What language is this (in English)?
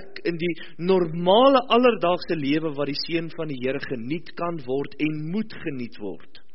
Afrikaans